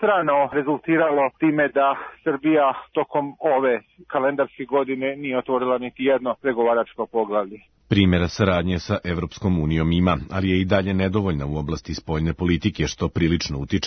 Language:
Serbian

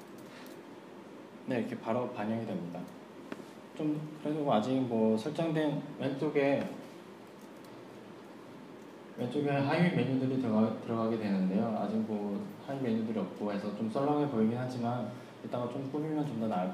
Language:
Korean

